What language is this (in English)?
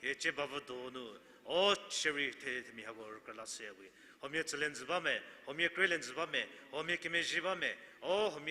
Angami Naga